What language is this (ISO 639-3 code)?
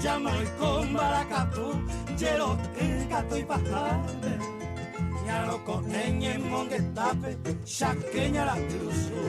grn